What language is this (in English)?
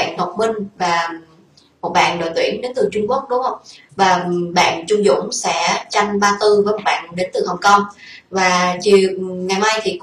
Vietnamese